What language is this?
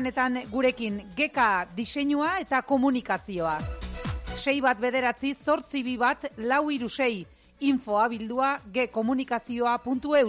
Basque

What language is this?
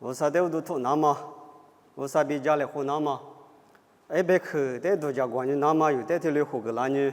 Lisu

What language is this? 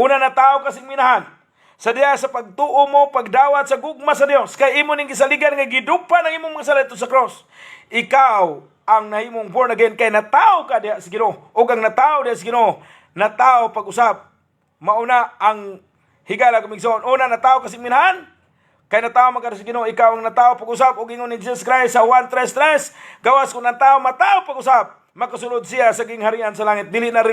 Cebuano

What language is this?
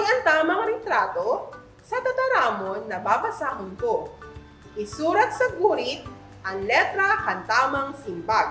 Bikol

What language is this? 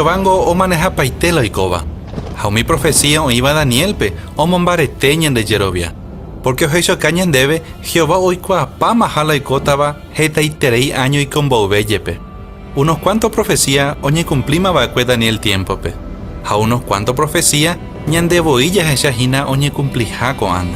Guarani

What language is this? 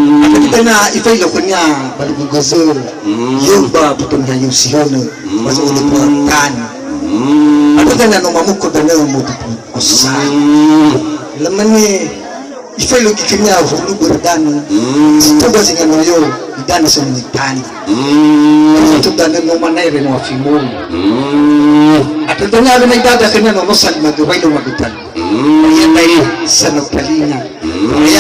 Nias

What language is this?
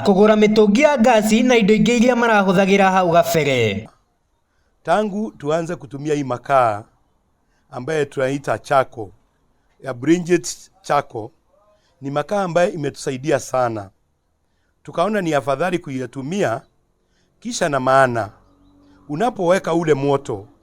Kikuyu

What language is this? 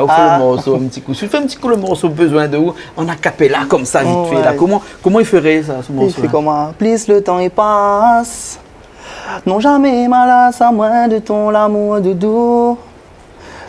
Réunion Creole French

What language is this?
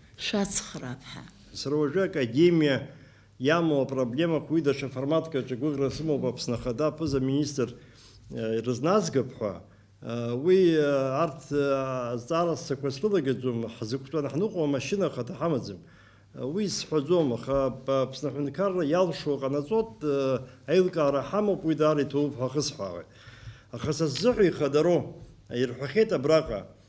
Abkhazian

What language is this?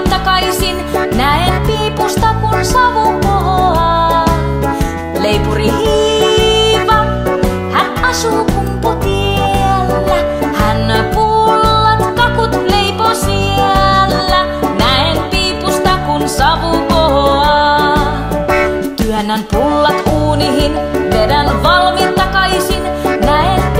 Finnish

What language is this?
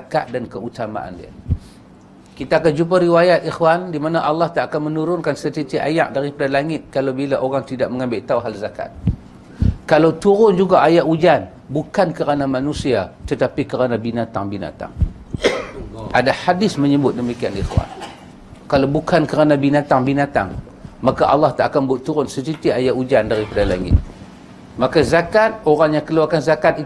Malay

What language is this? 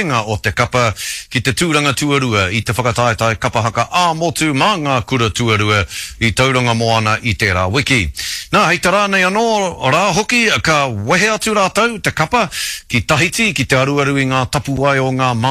Māori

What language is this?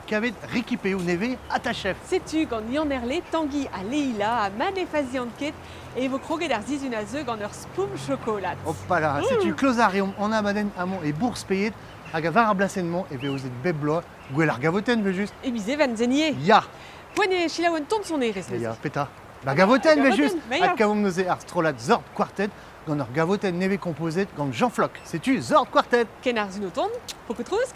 Breton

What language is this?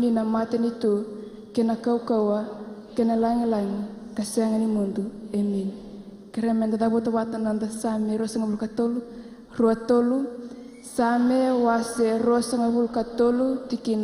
Fijian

